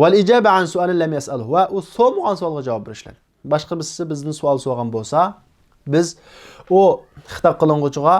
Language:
Uyghur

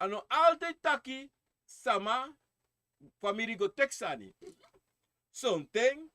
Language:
Sranan Tongo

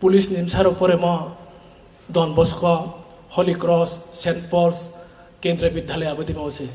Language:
Riang (India)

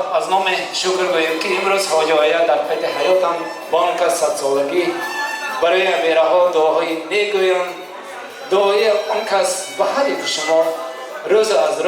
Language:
Tajik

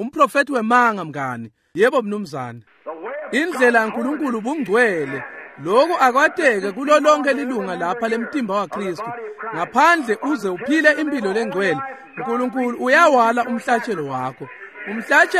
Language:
Swati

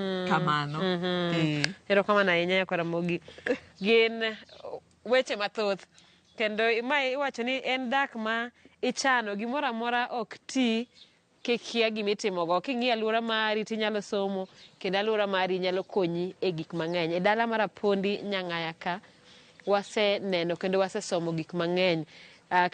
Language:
Luo (Kenya and Tanzania)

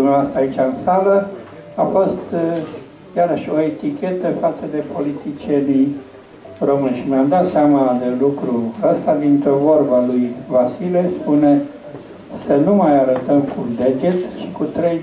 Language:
Romanian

